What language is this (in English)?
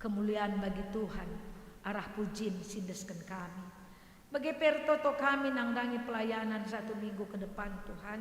Batak Karo